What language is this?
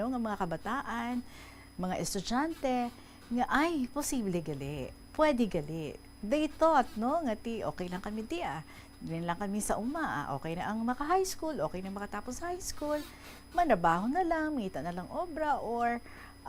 Hiligaynon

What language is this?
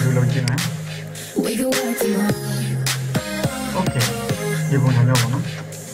Burmese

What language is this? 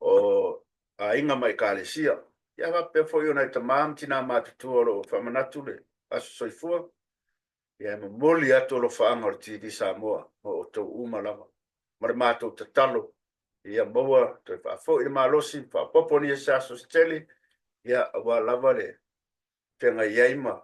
Samoan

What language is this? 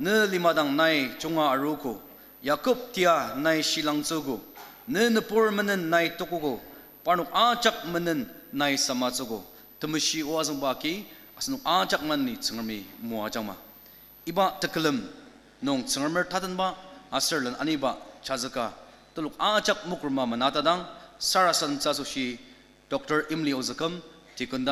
Ao Naga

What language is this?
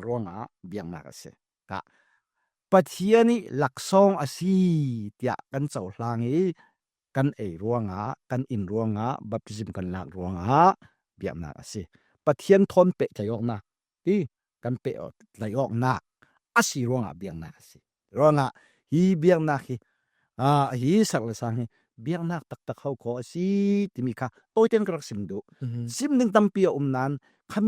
Falam Chin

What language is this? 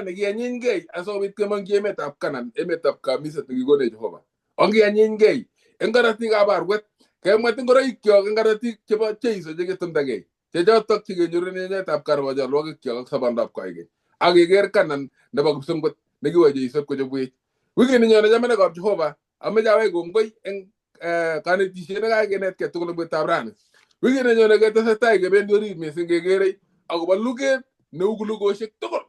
Kalenjin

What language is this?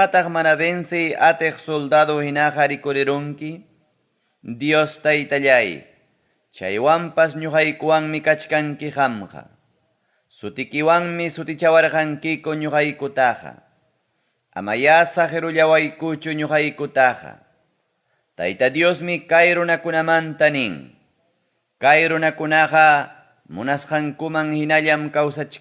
Ayacucho Quechua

